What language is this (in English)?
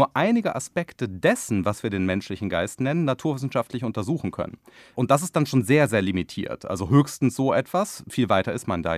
German